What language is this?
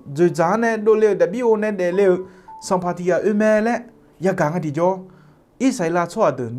Akha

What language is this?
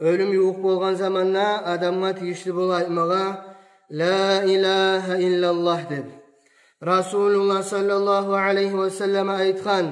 Kumyk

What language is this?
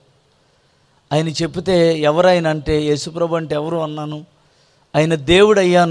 Telugu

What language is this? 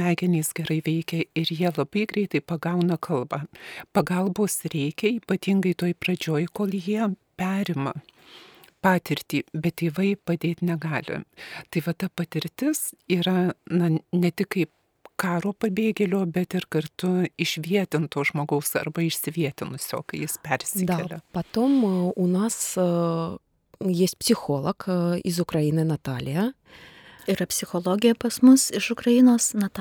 Lithuanian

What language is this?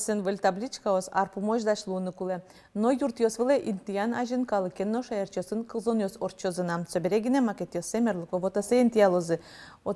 Udmurt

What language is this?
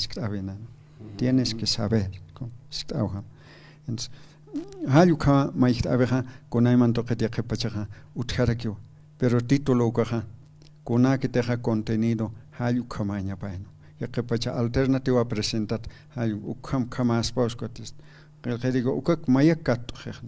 Aymara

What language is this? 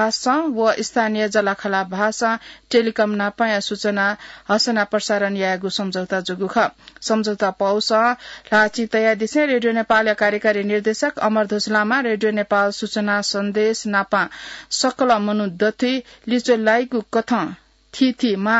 Newari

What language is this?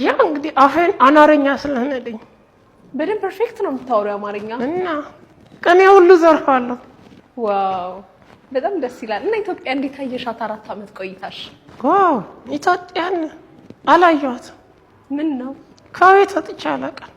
Amharic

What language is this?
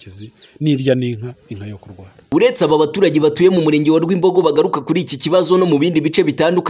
Kinyarwanda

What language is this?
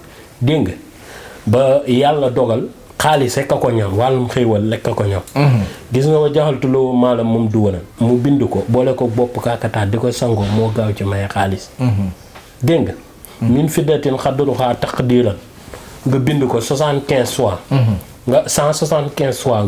Wolof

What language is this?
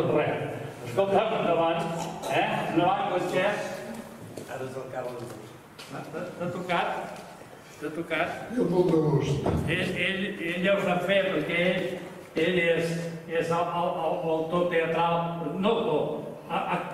Catalan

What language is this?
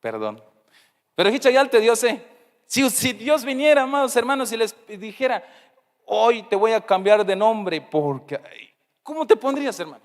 Tzeltal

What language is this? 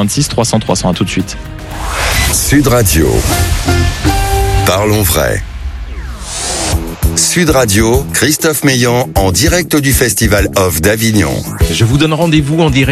French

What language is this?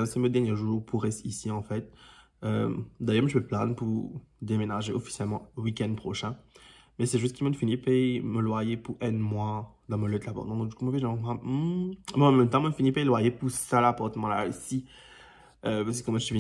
Morisyen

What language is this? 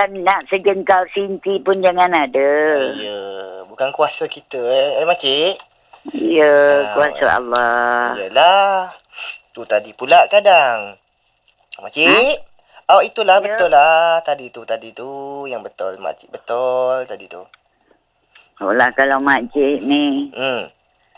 Malay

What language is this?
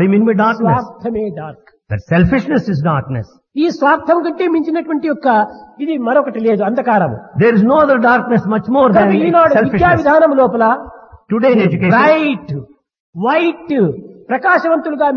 Telugu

